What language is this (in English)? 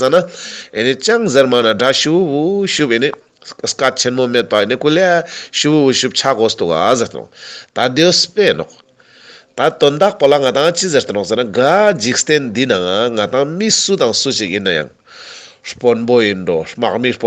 Ladakhi